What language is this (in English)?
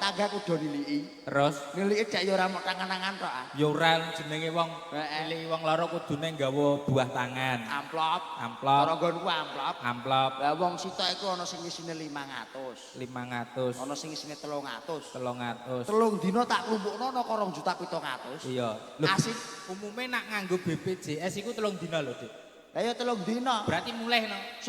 Javanese